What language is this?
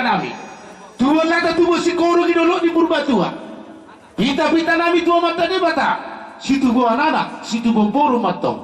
Batak Toba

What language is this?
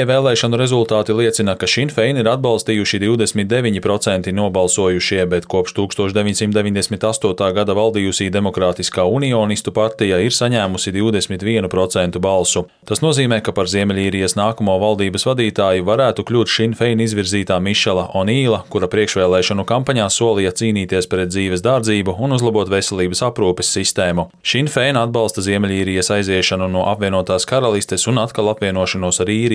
Latvian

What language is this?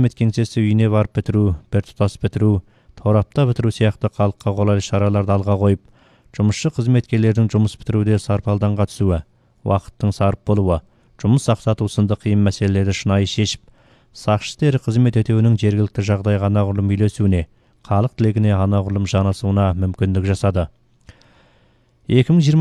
Kazakh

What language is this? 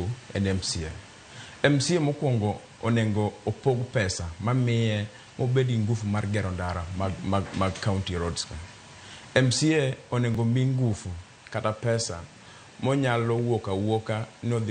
Luo (Kenya and Tanzania)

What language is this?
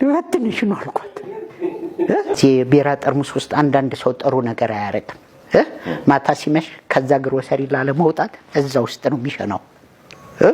Amharic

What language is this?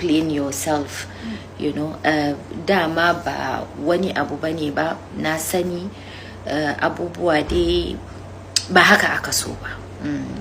Hausa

